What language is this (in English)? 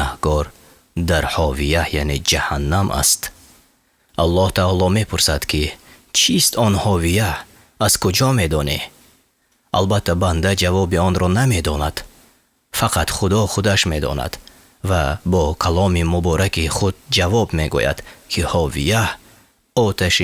Tajik